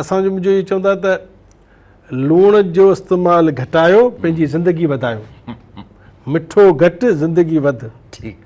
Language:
Sindhi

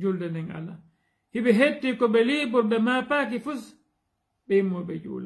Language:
Fula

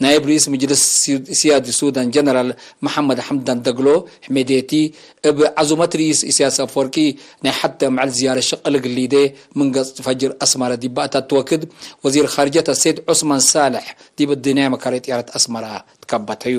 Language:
Tigre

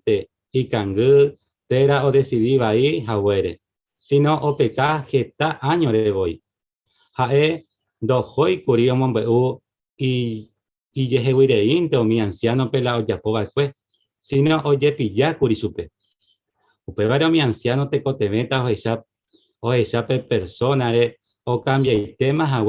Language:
Guarani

